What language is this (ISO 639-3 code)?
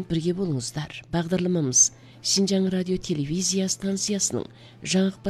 kaz